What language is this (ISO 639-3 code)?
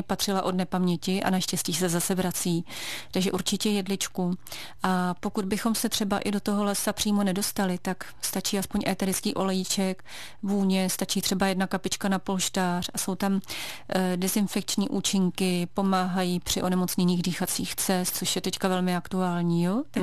ces